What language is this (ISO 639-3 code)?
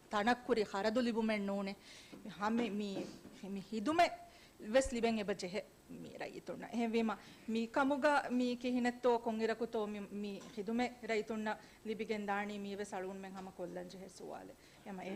div